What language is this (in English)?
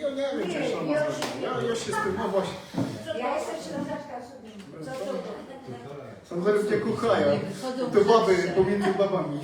Silesian